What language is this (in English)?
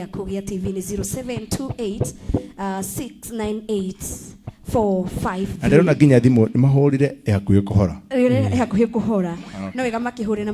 Kikuyu